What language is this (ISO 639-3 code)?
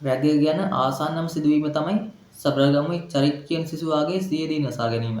sin